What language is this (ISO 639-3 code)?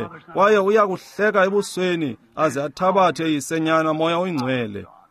xho